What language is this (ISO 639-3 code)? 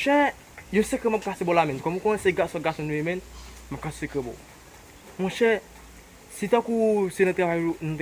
hat